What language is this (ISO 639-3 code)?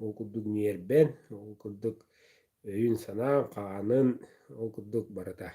sah